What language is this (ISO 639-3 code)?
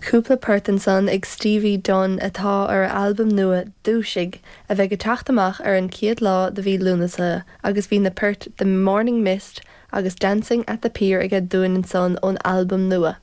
gle